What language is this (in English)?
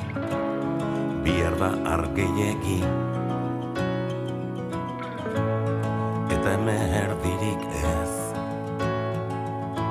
Basque